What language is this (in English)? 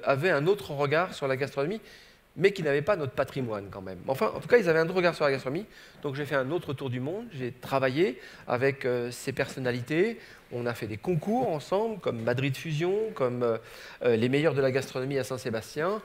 French